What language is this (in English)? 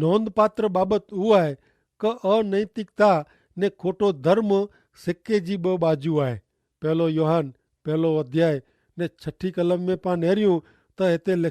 Kachhi